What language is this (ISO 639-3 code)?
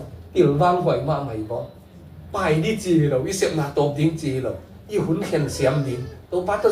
ctd